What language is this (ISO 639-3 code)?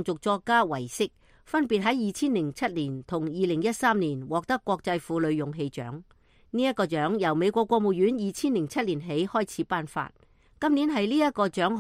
yue